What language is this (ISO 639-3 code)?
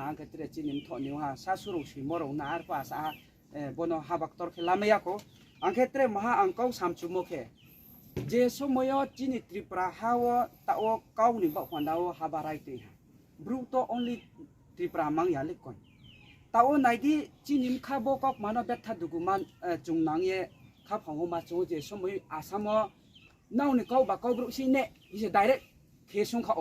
ria